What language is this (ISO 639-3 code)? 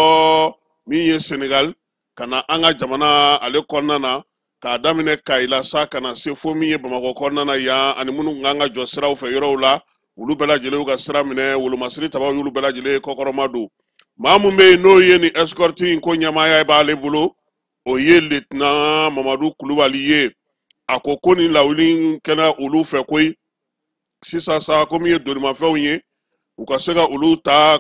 bam